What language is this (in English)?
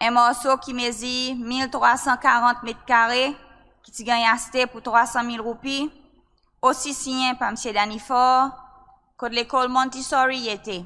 Seselwa Creole French